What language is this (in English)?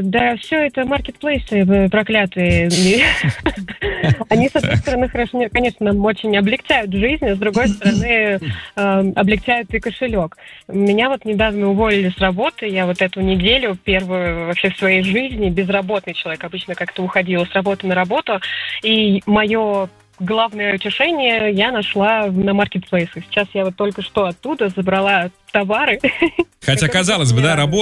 Russian